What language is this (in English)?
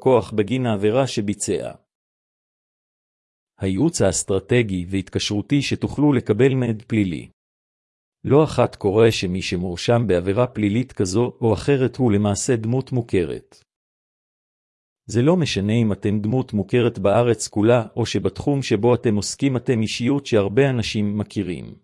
Hebrew